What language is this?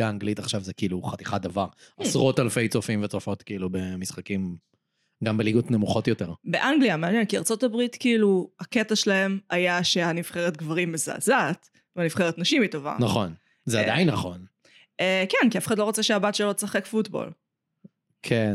Hebrew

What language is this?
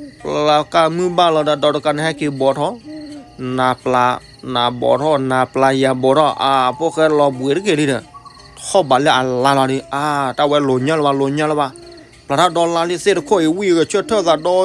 S'gaw Karen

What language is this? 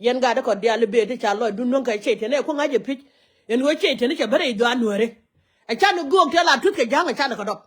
Nuer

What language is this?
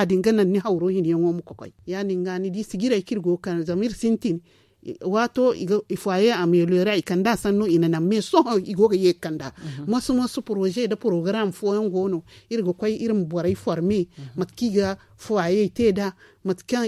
Zarma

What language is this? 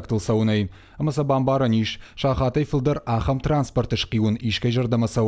Ossetic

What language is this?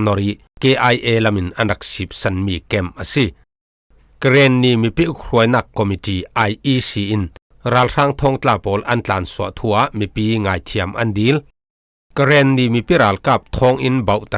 Falam Chin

